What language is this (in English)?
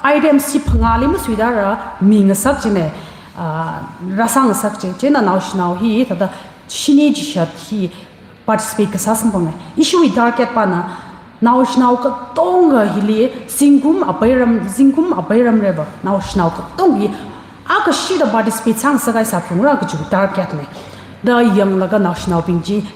Tangkhul Naga (India)